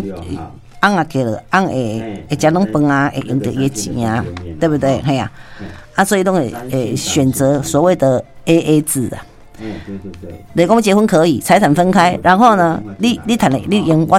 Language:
Min Nan Chinese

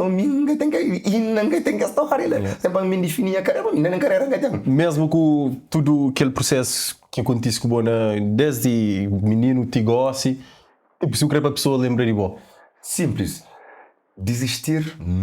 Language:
Kabuverdianu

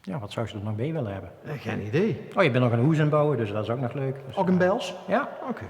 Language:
Limburgish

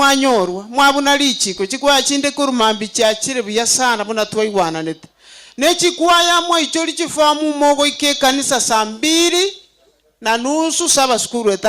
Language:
Gusii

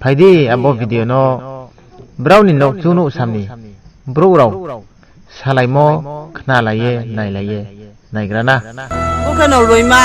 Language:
Riang (India)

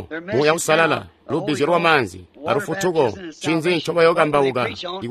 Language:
Tonga (Zambia)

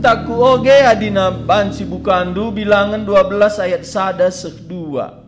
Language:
Batak Karo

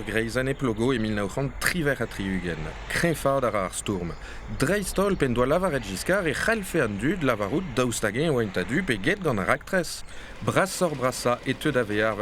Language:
Breton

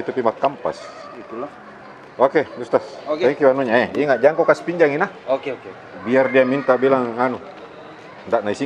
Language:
Makassar Malay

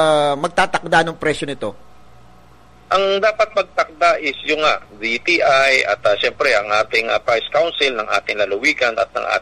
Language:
Filipino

